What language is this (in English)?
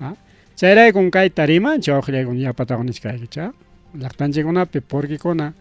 Ayacucho Quechua